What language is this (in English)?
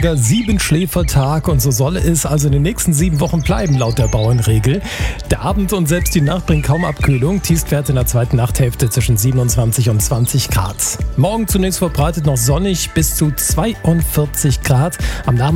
German